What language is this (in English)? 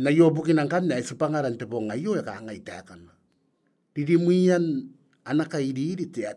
Gilbertese